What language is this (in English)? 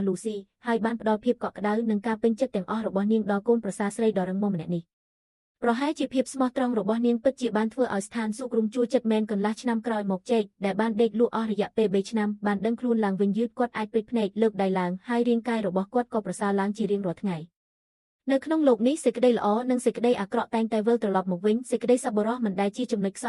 Khmer